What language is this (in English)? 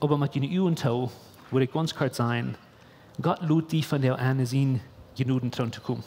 Plautdietsch